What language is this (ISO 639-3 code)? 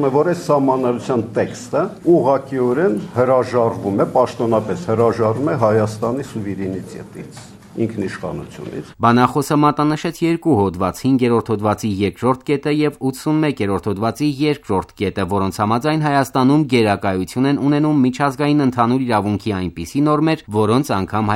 hye